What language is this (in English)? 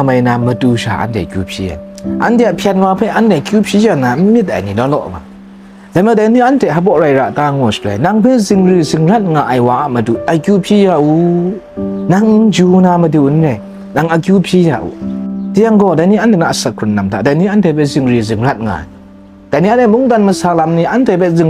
Kachin